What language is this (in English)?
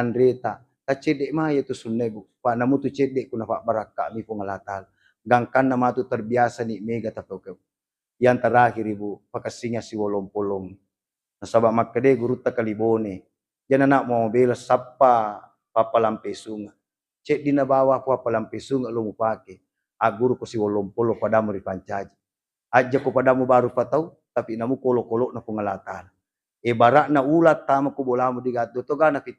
Buginese